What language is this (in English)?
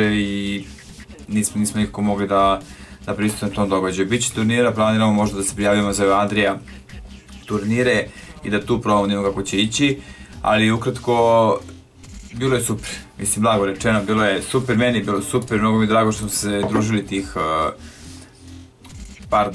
Serbian